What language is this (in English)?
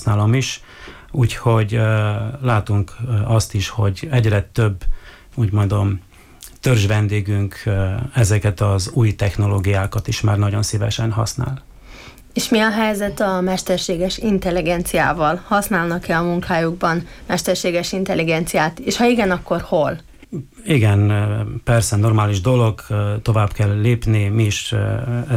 Hungarian